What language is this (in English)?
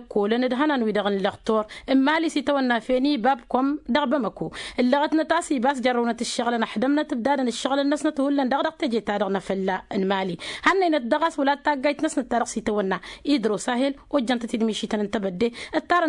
Tamasheq